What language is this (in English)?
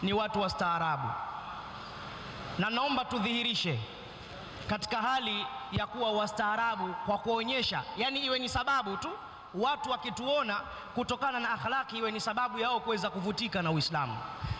Swahili